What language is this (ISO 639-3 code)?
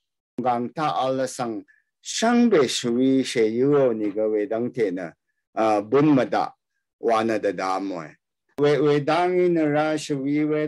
raw